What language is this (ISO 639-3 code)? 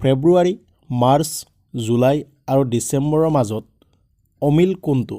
asm